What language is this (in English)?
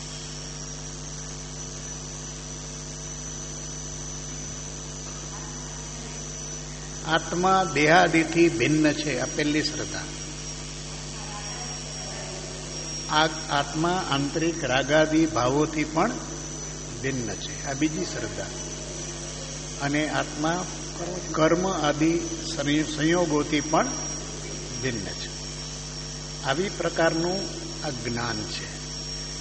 Gujarati